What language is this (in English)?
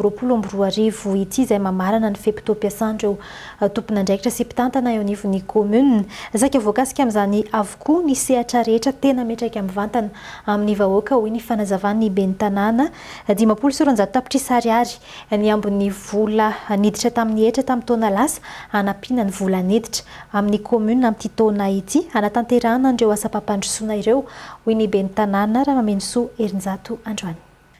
Malagasy